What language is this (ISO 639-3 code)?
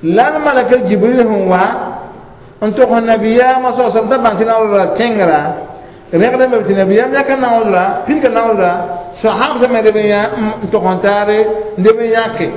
mos